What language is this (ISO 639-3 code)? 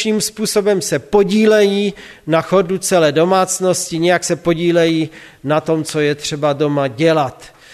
ces